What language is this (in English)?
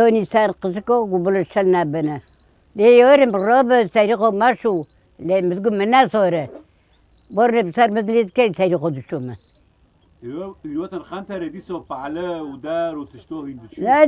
Kurdish